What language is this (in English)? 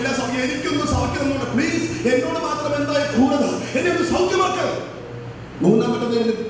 Malayalam